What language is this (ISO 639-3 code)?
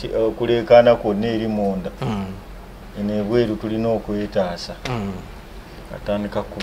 lug